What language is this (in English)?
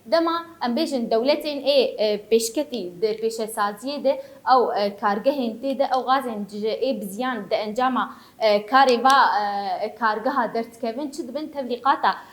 Kurdish